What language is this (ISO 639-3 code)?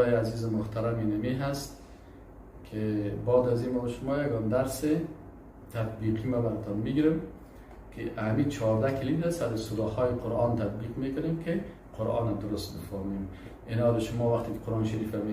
fas